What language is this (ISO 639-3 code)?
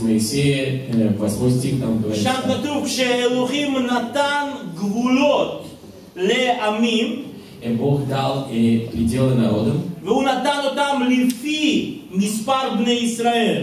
rus